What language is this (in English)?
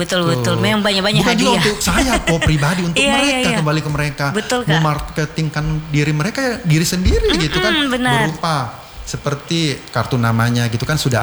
Indonesian